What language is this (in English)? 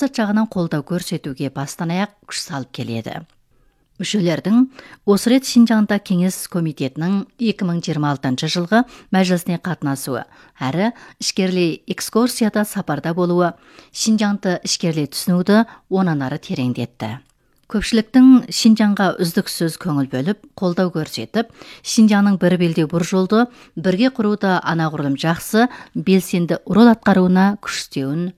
Kazakh